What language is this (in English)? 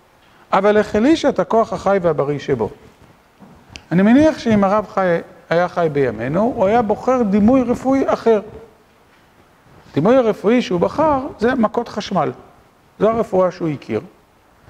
Hebrew